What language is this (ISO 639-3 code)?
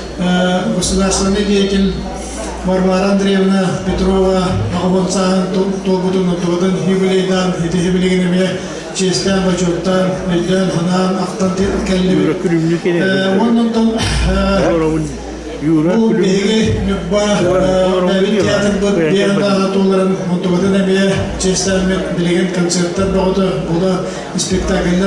sah